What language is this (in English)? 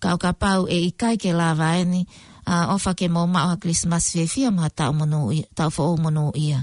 Tongan